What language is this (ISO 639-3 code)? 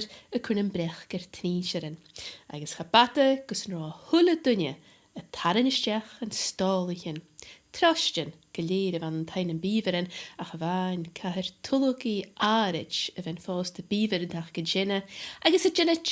gla